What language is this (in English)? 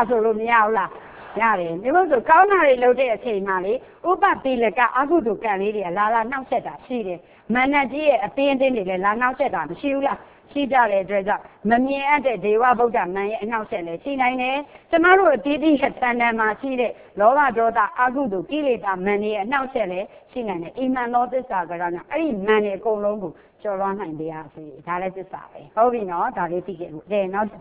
Burmese